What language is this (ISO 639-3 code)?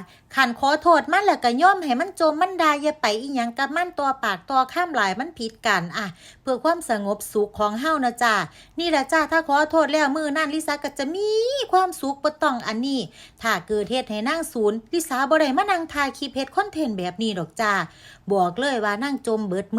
lao